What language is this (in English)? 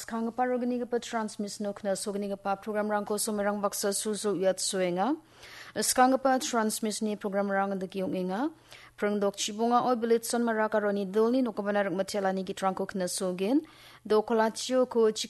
Garo